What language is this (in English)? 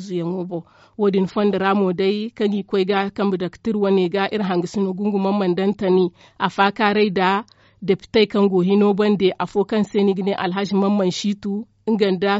Zarma